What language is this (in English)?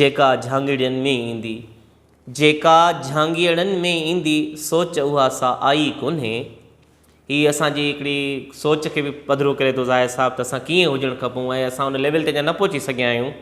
Sindhi